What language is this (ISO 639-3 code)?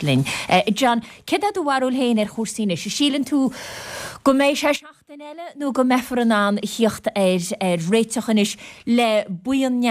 gle